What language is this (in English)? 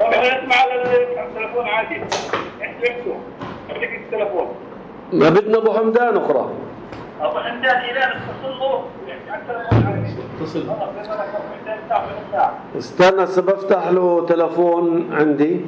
North Levantine Arabic